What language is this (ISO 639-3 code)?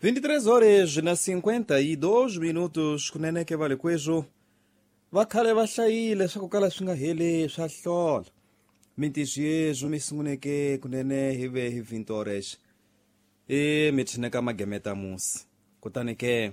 tso